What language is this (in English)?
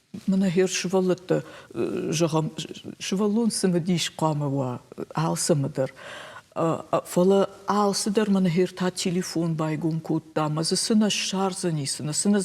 Ossetic